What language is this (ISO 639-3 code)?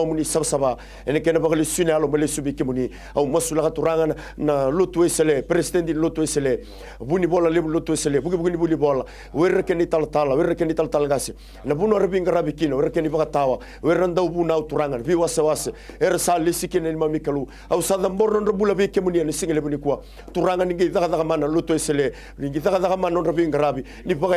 fij